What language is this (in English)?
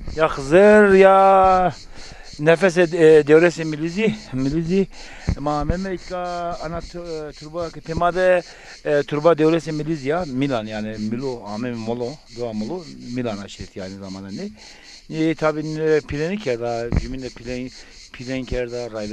Zaza